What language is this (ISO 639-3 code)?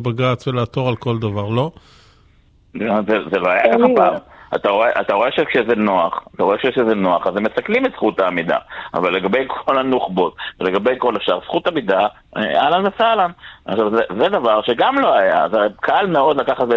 heb